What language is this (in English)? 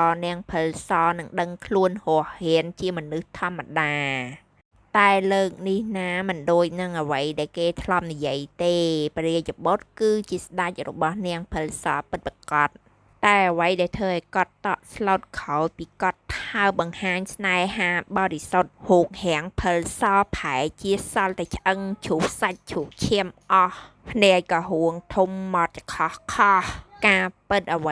Khmer